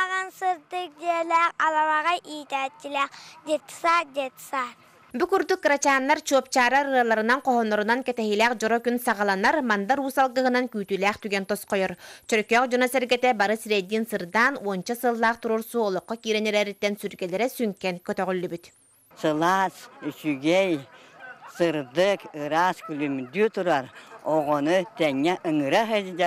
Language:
Yakut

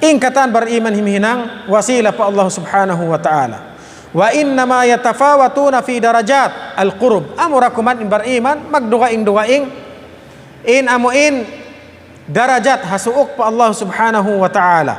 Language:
Tausug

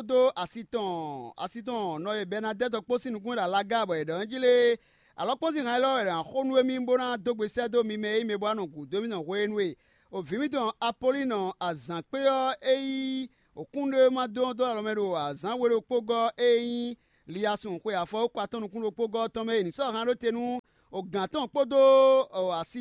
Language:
Fon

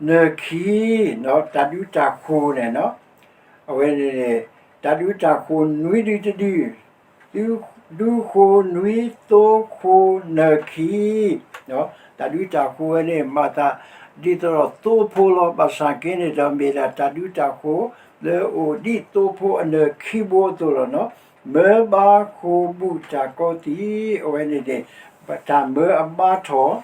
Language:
S'gaw Karen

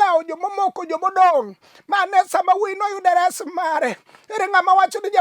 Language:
Luo (Kenya and Tanzania)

